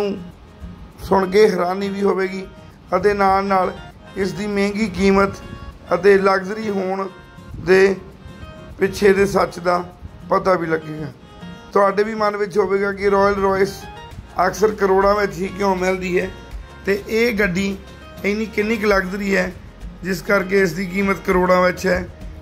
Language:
Punjabi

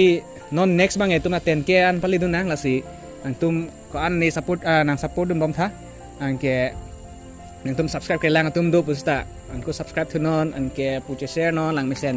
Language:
Karbi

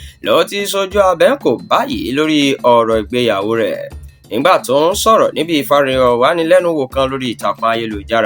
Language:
Yoruba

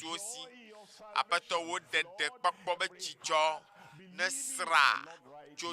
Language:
Ewe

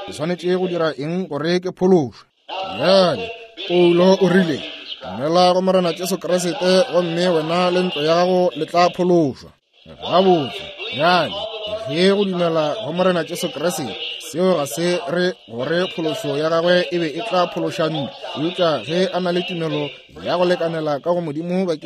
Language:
Northern Sotho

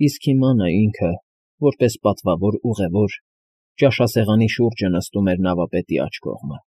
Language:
Armenian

